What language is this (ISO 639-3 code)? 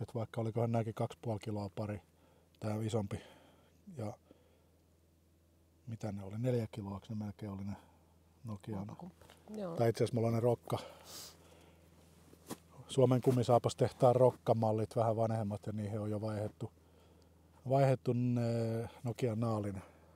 fin